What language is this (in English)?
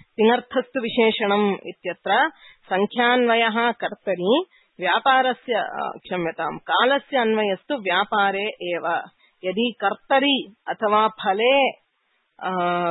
Sanskrit